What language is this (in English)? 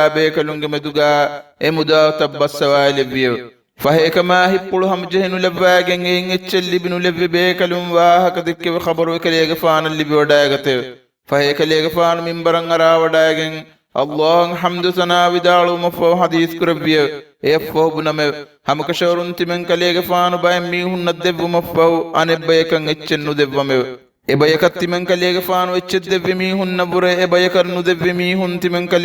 Divehi